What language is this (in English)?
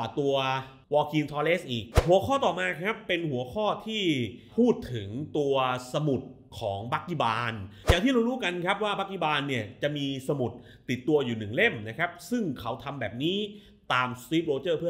Thai